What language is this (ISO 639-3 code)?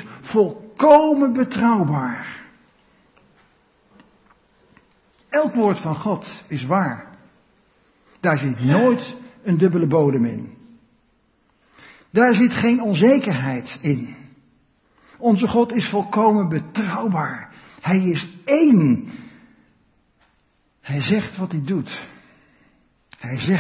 nld